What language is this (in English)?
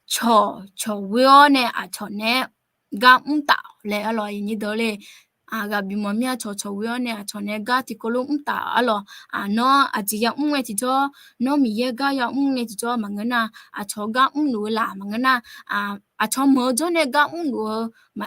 Akha